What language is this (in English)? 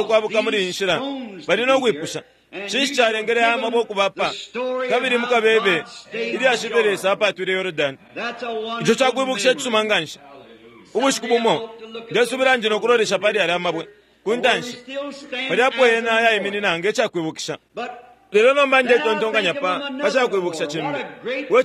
Bemba